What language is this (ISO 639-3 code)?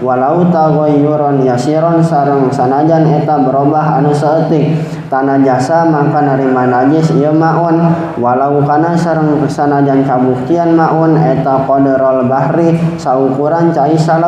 sun